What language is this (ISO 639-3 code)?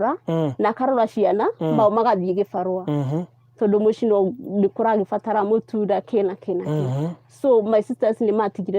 kik